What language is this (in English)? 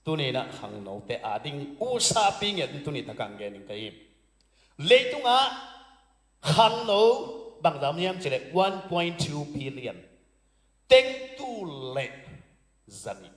Tedim Chin